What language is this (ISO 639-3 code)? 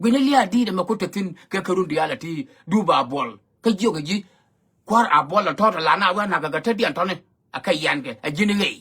nus